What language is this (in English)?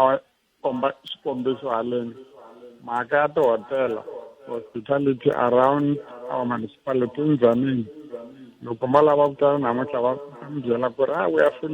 Tsonga